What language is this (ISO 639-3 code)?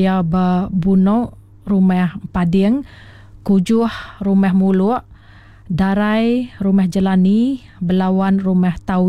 iba